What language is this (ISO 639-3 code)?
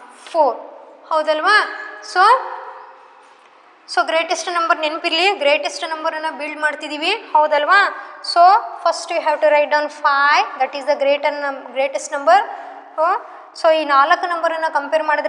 kan